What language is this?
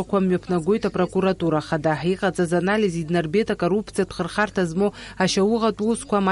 Abkhazian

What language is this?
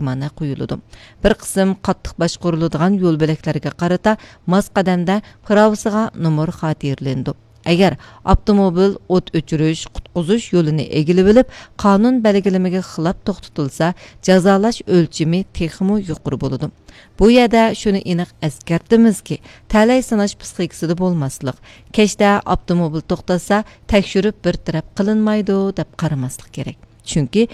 Uyghur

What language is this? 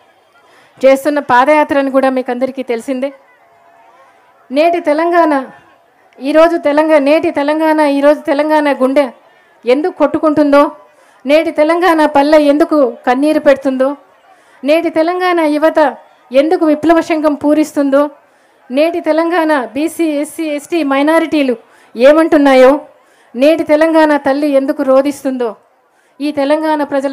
Telugu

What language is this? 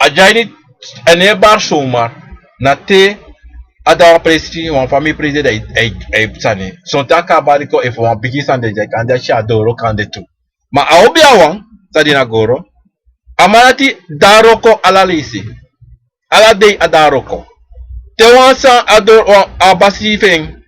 Sranan Tongo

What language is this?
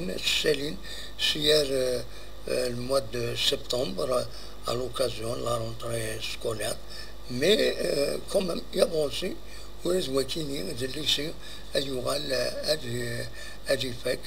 Kabyle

